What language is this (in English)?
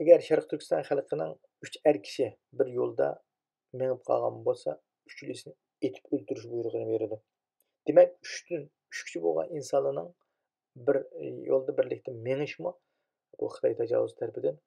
Uyghur